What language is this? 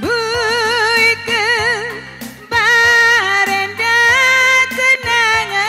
Batak Karo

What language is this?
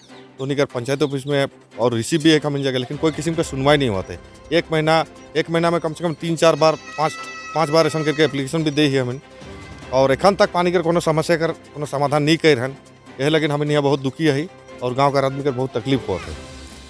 Sadri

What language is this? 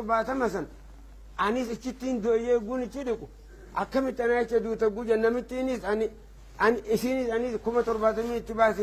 Oromo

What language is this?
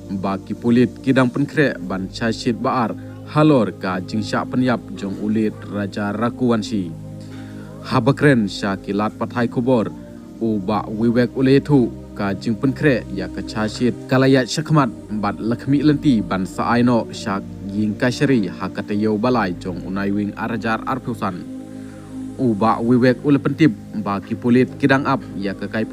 Khasi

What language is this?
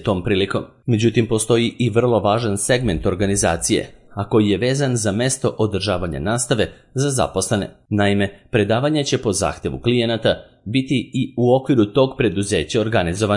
Serbian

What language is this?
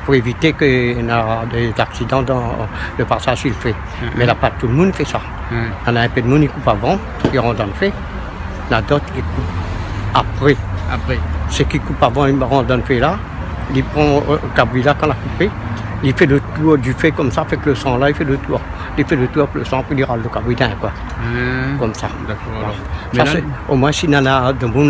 Réunion Creole French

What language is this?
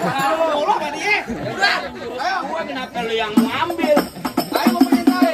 Betawi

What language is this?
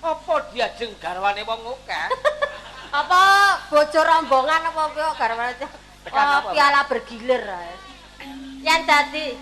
Javanese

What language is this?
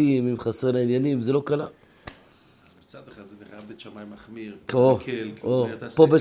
Hebrew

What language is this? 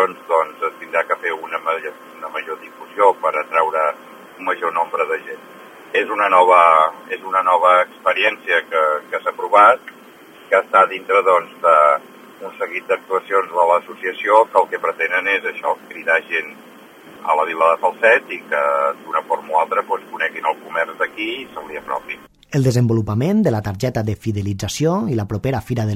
Catalan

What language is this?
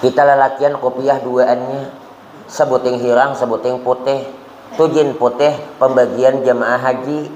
Banjar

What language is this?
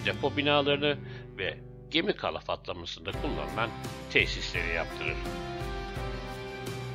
Turkish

